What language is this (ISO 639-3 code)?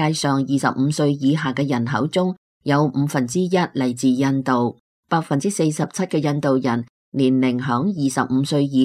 yue